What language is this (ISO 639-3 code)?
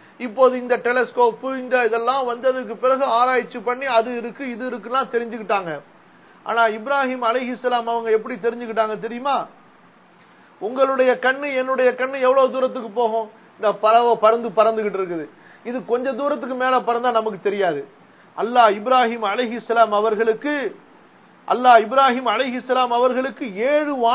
tam